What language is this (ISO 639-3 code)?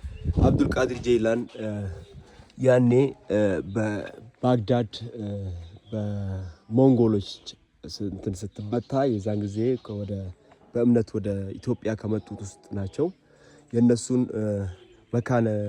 amh